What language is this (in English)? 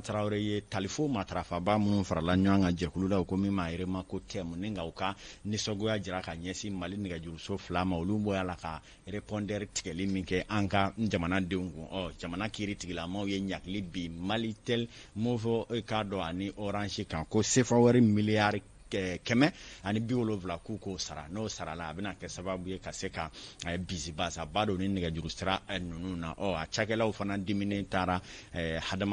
Bambara